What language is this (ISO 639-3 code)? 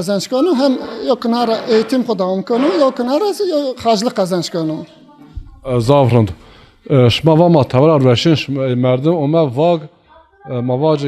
zza